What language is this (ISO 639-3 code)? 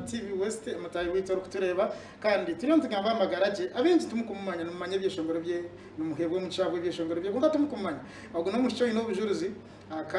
nyn